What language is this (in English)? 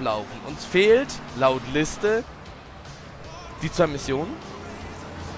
German